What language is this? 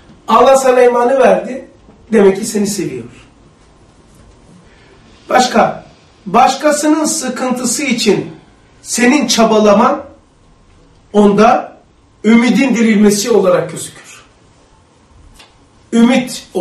Turkish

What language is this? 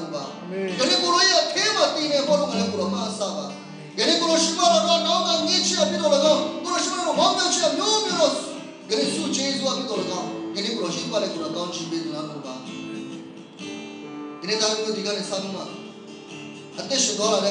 Burmese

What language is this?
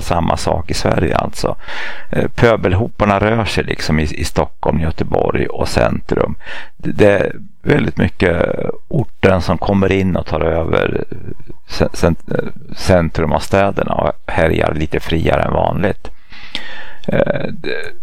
Swedish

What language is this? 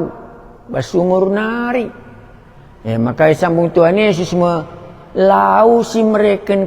Batak Karo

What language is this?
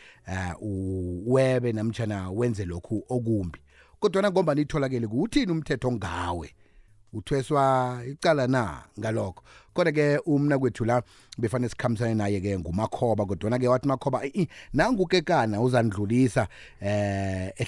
South Ndebele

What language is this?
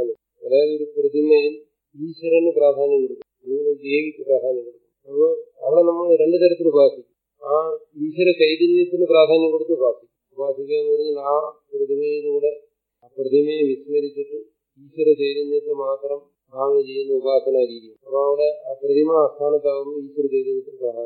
Malayalam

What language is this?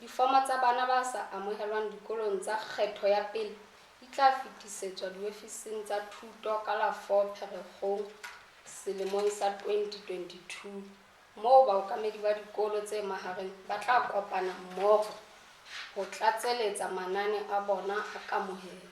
Southern Sotho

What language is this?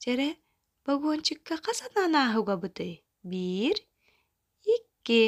Yakut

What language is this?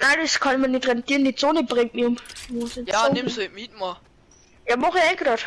Bavarian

